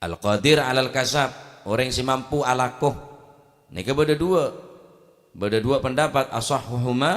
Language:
Madurese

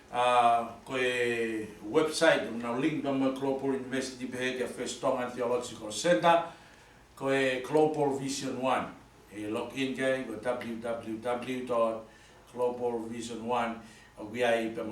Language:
Tongan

